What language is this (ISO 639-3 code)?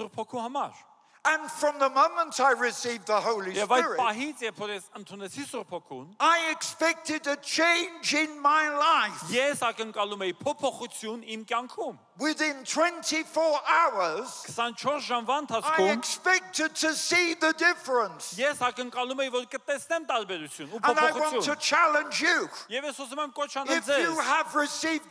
hye